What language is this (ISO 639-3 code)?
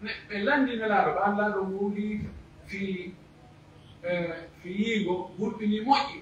fuf